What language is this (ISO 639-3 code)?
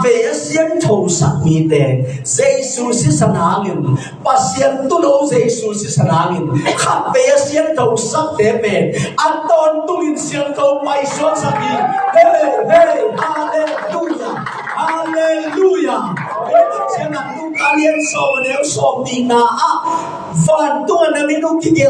ctd